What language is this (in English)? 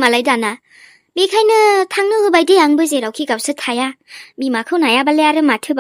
Bodo